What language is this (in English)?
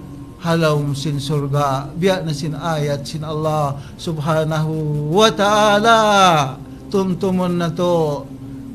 Tausug